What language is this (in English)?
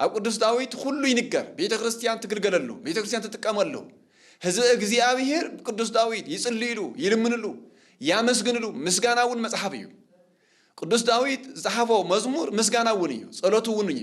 Tigrinya